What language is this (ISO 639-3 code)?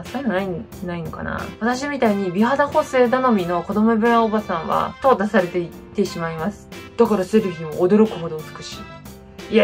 jpn